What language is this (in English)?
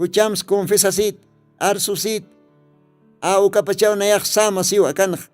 Aymara